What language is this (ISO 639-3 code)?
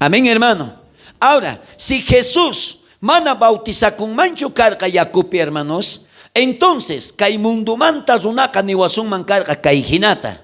quh